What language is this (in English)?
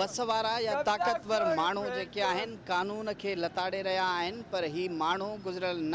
Sindhi